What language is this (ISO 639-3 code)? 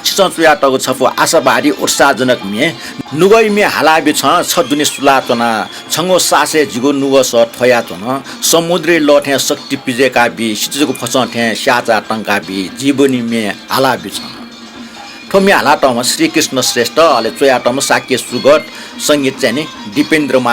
new